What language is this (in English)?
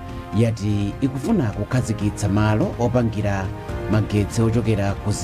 Nyanja